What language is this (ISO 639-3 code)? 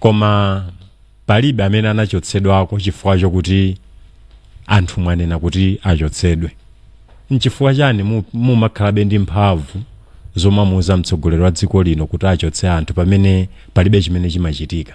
nya